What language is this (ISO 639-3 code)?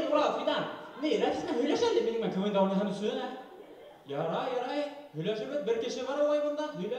bak